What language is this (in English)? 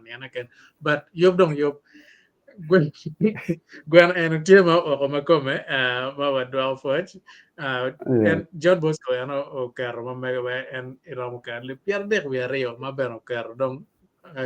Acoli